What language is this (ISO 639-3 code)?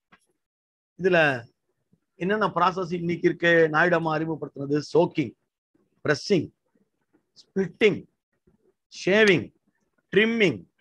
tam